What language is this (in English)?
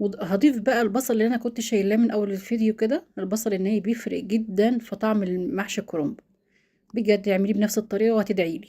Egyptian Arabic